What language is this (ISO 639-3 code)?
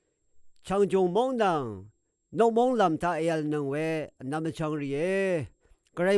raw